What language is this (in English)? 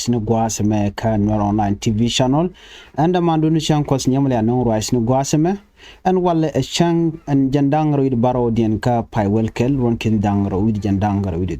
Nuer